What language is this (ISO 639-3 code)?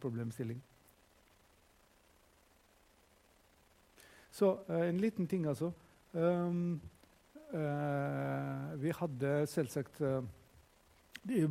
nor